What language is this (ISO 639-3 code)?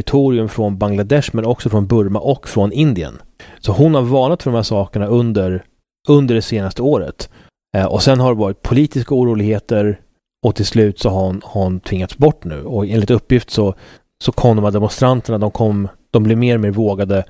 swe